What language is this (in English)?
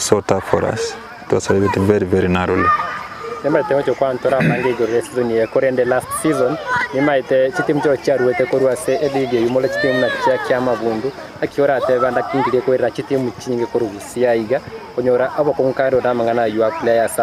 Gusii